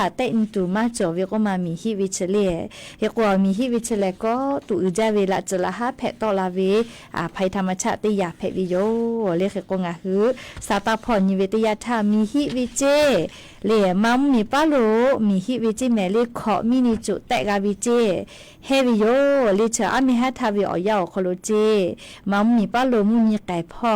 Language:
Lahu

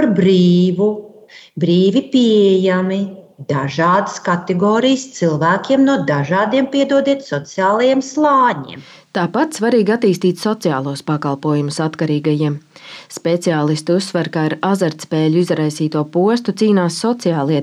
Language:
Latvian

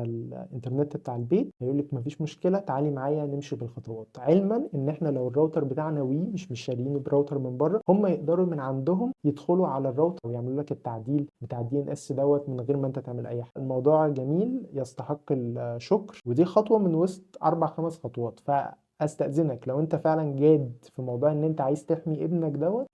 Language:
Egyptian Arabic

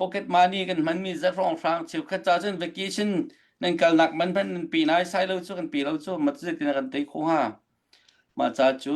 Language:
Hakha Chin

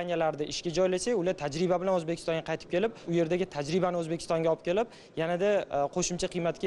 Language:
Uzbek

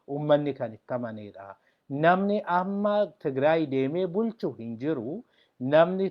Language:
Oromo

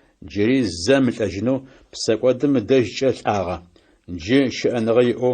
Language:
Adyghe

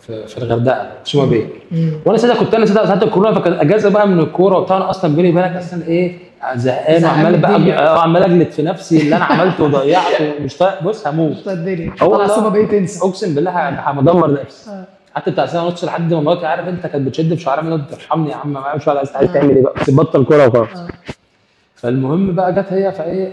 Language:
Egyptian Arabic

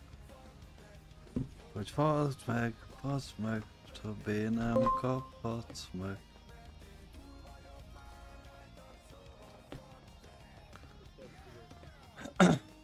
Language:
Hungarian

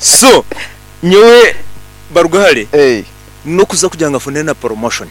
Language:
Nyankole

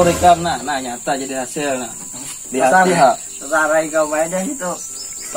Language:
Banjar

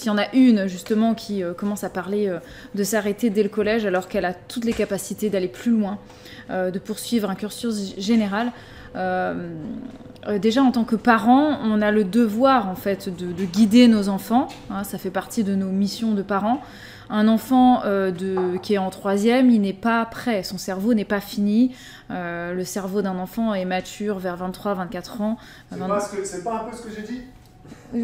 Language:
French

